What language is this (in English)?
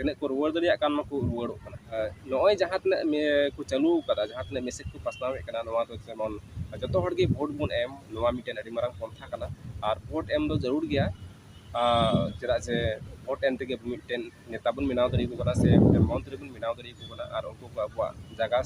Santali